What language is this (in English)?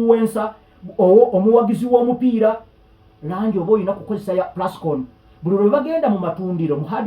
Ganda